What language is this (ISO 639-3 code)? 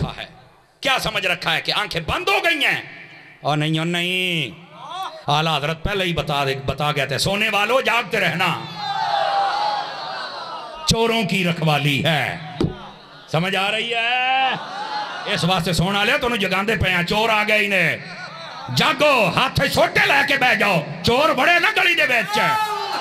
urd